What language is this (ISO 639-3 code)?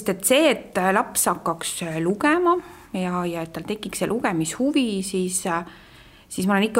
est